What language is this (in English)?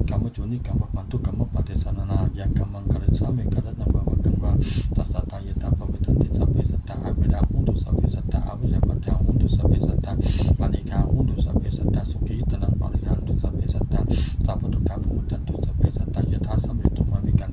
Pali